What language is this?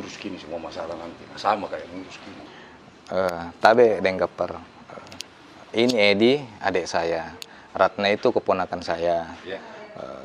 Makassar Malay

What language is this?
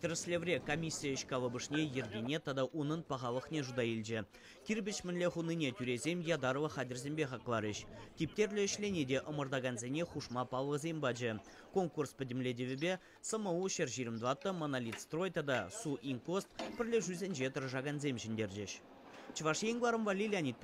Chuvash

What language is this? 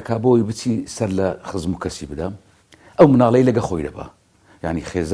Central Kurdish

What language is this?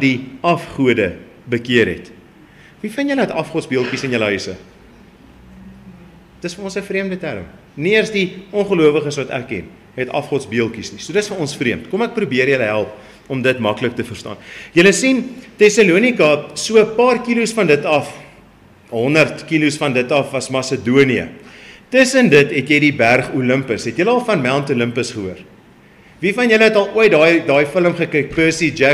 Afrikaans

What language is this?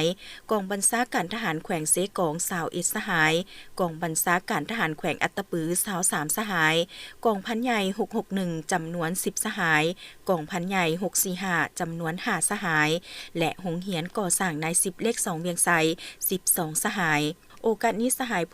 Lao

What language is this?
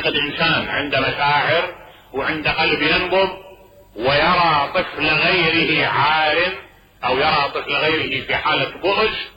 Mesopotamian Arabic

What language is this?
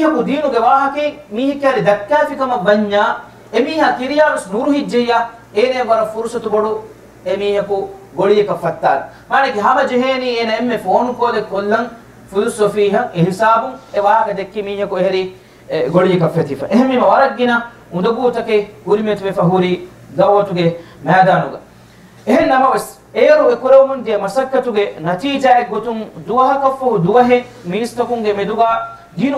Divehi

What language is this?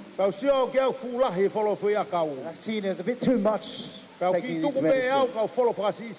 Tongan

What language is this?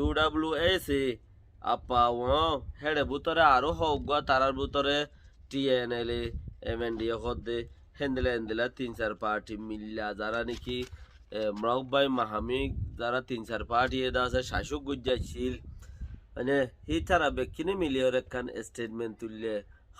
Rohingya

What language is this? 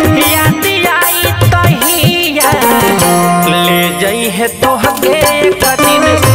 Bhojpuri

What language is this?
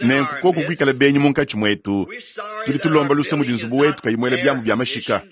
Luba-Lulua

